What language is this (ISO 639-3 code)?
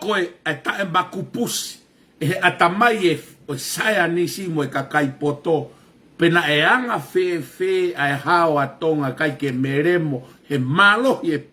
ton